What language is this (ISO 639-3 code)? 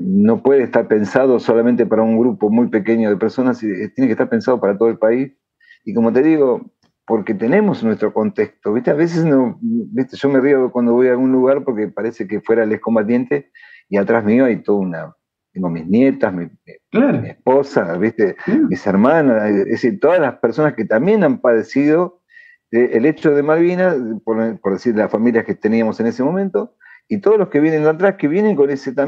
spa